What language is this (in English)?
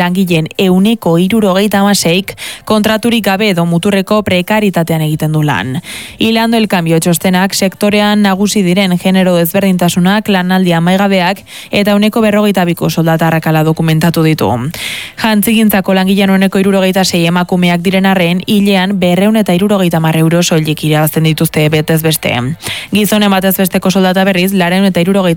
Basque